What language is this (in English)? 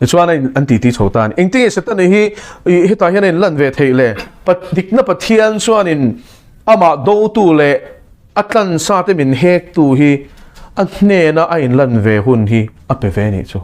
Mizo